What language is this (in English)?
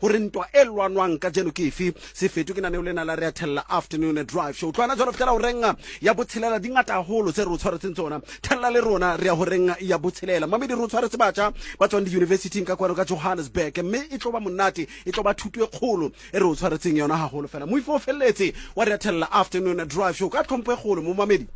Southern Sotho